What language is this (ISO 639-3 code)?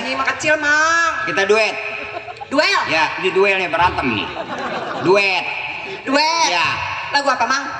bew